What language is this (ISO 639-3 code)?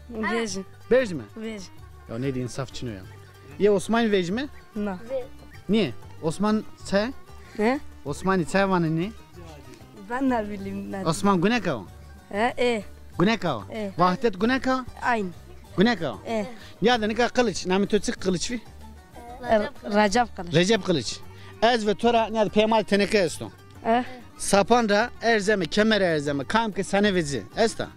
zza